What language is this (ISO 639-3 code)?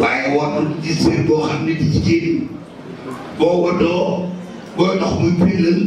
wol